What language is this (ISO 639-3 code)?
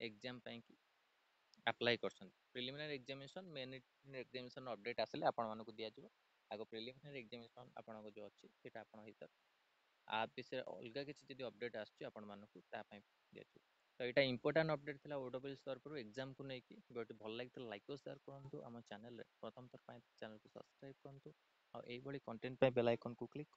ori